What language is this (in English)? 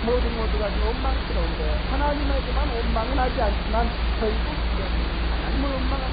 Korean